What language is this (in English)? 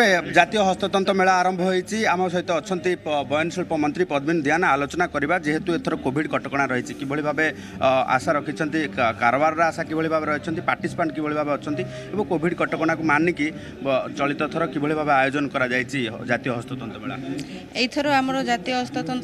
Odia